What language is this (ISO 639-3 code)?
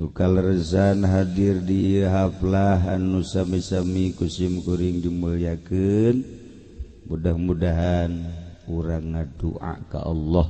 sun